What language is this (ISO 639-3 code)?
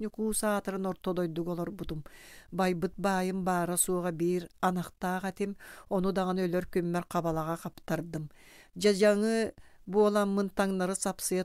sah